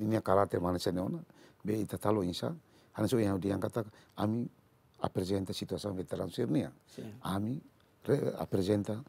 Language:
Tetum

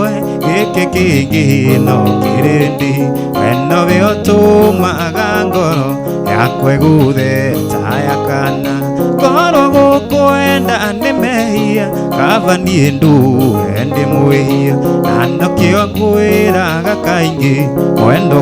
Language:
Kikuyu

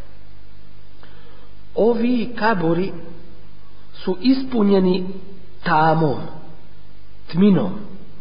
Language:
Bosnian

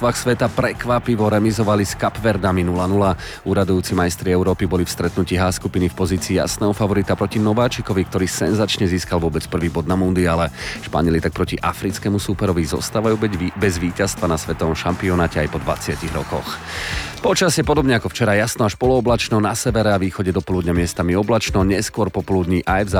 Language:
Slovak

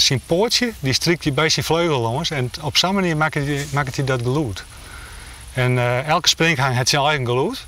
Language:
Western Frisian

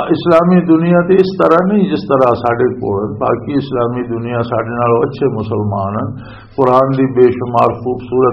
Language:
Western Panjabi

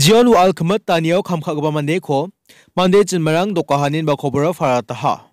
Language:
Garo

